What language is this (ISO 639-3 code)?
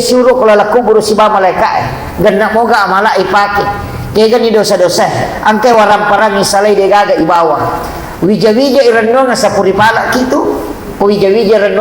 bug